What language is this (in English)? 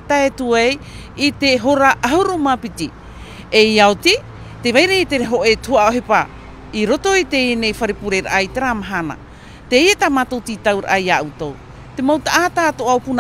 Tahitian